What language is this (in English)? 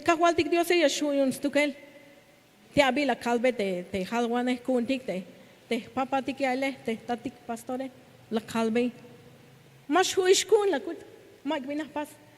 Tzeltal